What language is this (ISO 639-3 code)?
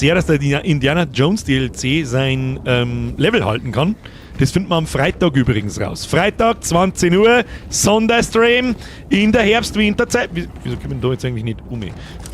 bar